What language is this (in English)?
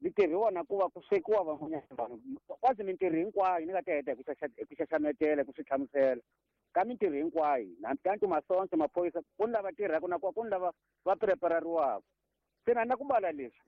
Tsonga